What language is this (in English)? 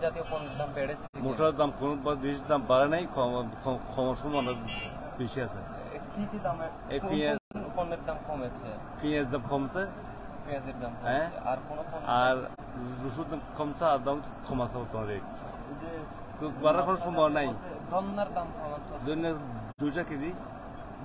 Bangla